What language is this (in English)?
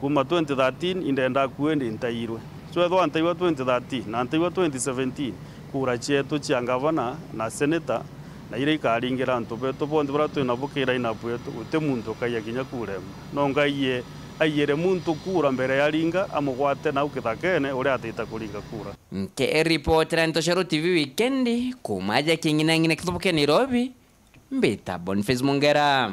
Meru